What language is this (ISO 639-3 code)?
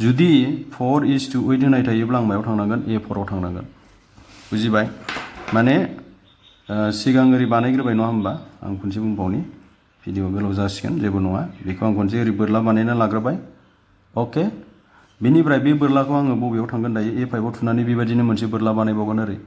brx